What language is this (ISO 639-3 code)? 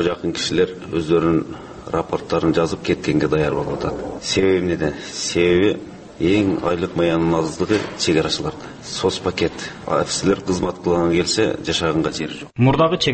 kir